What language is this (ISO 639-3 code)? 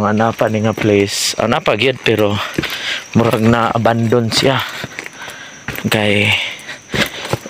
ceb